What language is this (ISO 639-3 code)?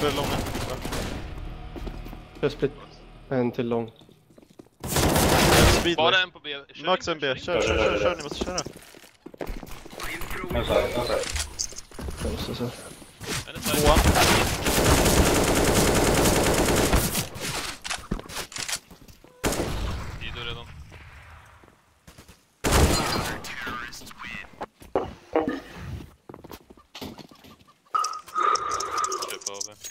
swe